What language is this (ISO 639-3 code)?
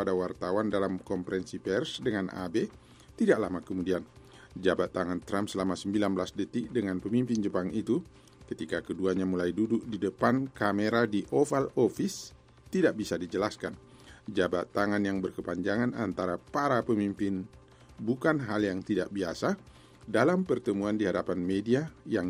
ind